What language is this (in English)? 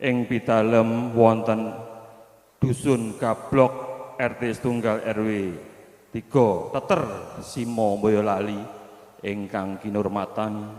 Javanese